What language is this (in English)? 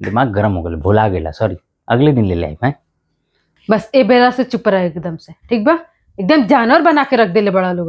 Bhojpuri